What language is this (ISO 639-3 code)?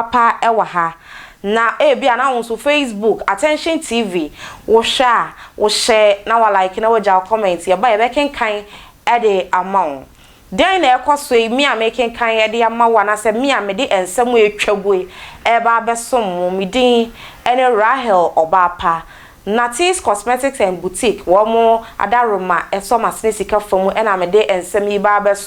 aka